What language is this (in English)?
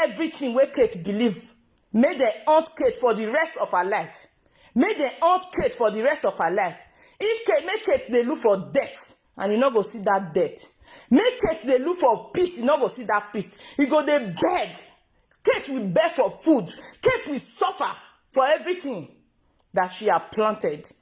Nigerian Pidgin